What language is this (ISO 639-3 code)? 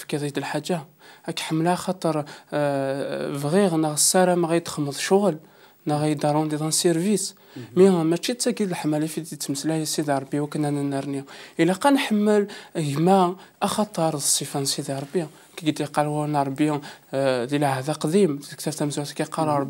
kab